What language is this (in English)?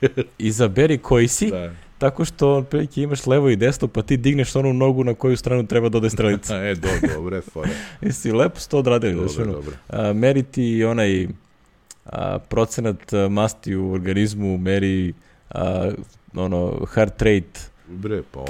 Serbian